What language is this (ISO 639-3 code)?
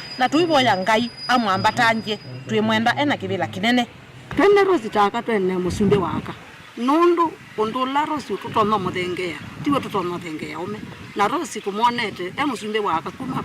kam